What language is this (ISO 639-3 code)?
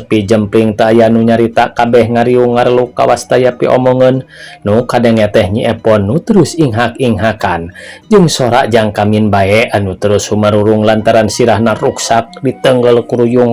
sun